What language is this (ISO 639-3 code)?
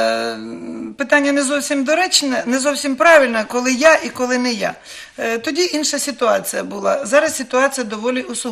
ukr